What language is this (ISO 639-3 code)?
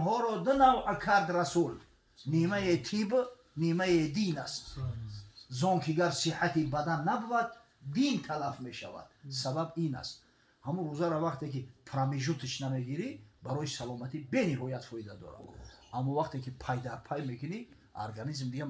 tgk